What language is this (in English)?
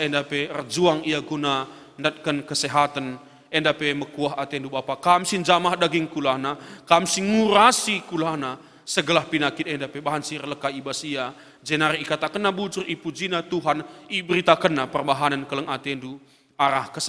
Batak Karo